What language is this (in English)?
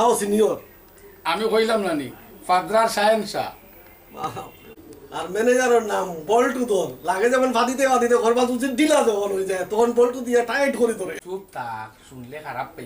Sylheti